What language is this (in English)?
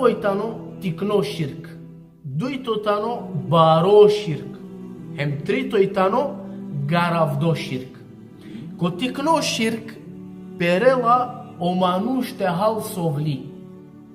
Balkan Romani